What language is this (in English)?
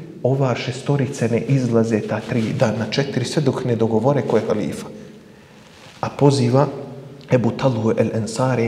Bosnian